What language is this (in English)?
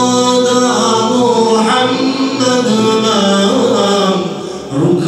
Bosnian